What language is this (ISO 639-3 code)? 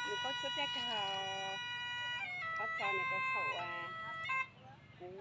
hmn